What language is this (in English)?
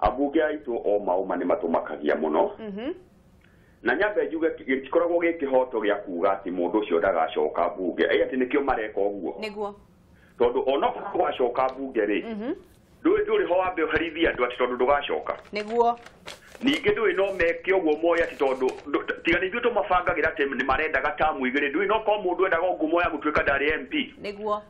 Kikuyu